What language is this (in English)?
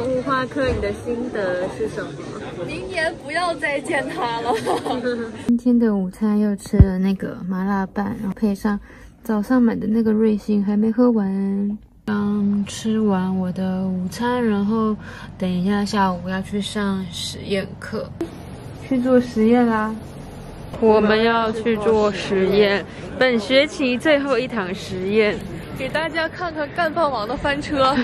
Chinese